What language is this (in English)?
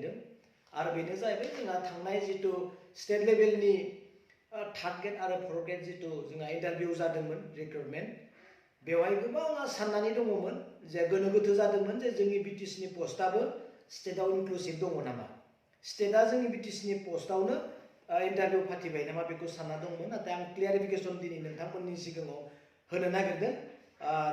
Bodo